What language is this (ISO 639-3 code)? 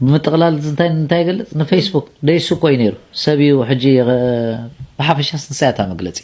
tir